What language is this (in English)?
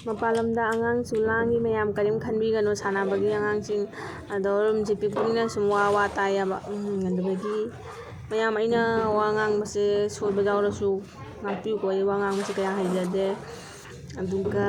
Manipuri